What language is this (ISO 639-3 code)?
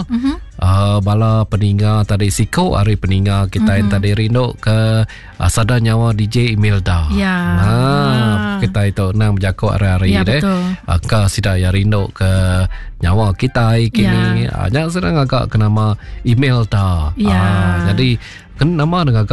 iba